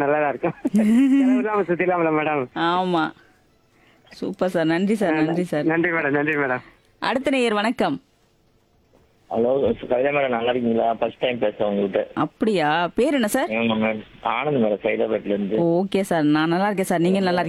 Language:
Tamil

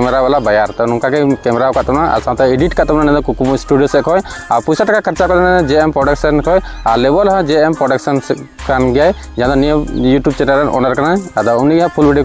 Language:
Santali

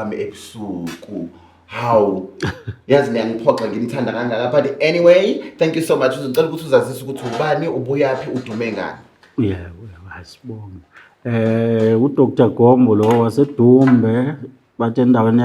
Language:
Zulu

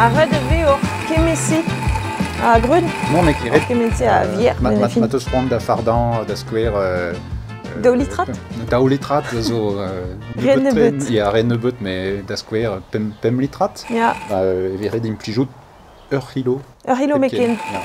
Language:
Breton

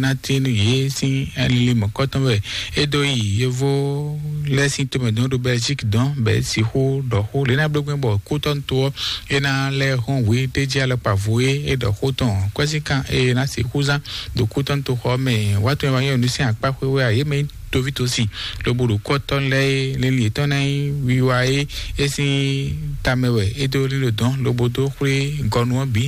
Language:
Fon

